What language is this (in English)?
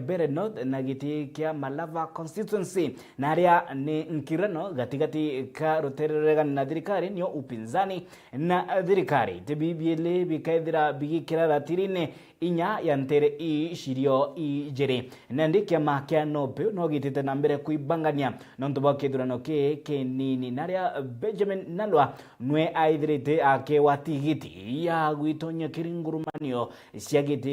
Meru